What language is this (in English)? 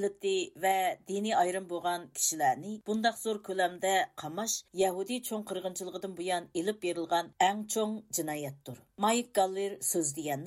Uyghur